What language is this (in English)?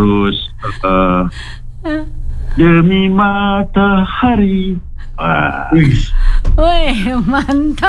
Indonesian